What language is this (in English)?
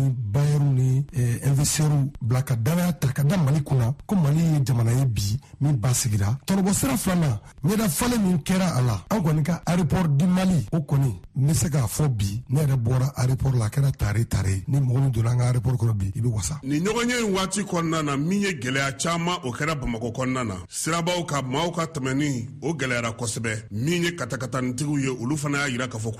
Bambara